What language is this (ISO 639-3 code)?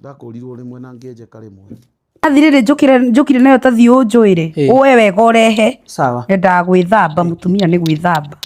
kik